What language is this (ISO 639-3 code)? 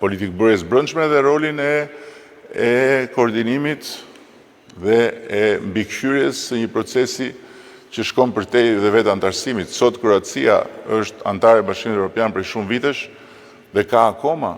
sqi